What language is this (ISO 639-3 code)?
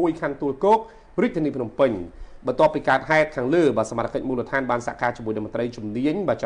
khm